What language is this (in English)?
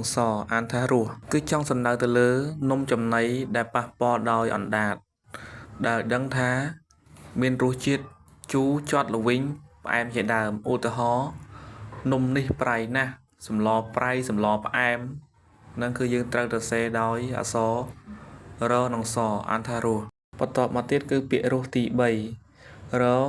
Khmer